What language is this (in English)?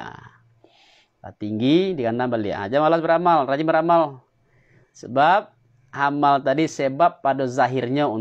Minangkabau